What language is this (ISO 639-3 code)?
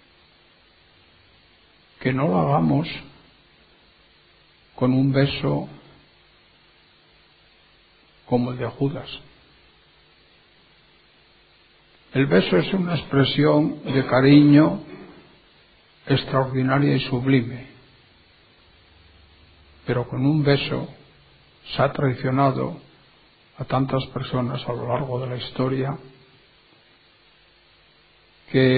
spa